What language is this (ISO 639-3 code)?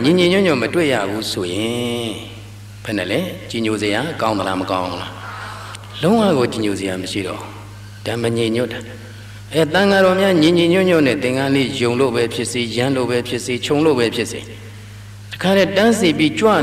mya